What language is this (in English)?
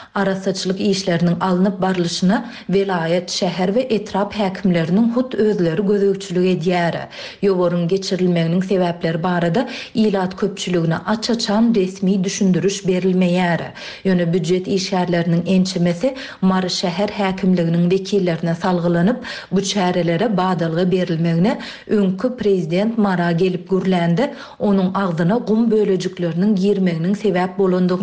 Turkmen